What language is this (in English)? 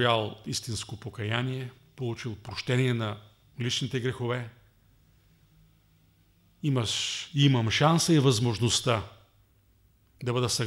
Bulgarian